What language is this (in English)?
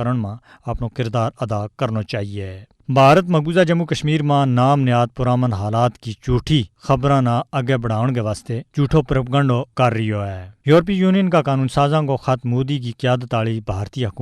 Gujari